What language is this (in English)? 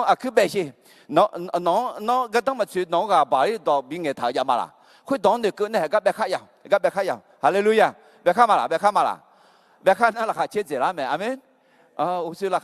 Akha